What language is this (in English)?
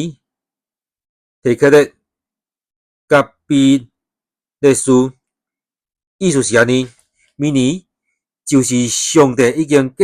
Min Nan Chinese